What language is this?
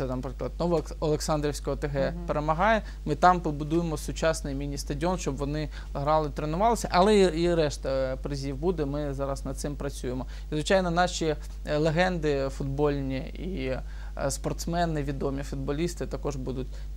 Ukrainian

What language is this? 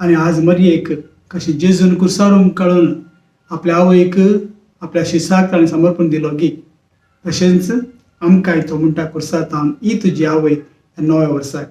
Konkani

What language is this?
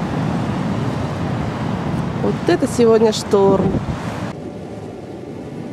Russian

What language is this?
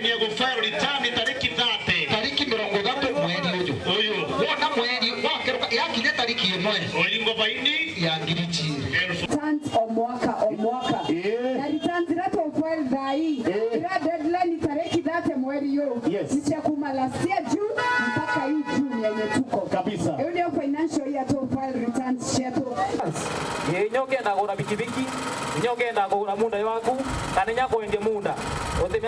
Meru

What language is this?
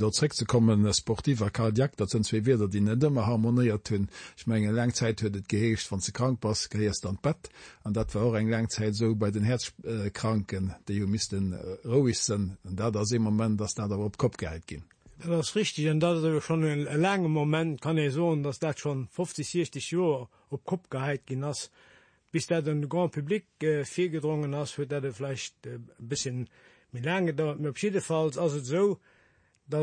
Luxembourgish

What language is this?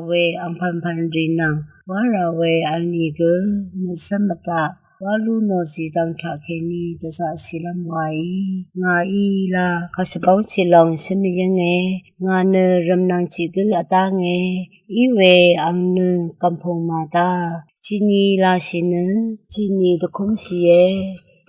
Rawang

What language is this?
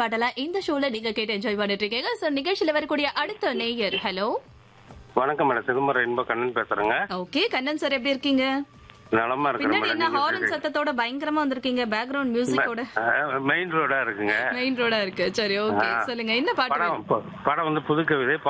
Tamil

